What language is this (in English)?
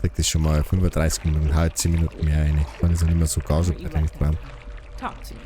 Bavarian